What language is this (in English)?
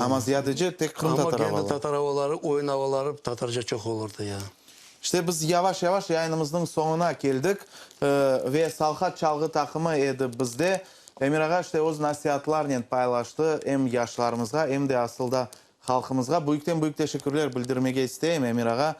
Crimean Tatar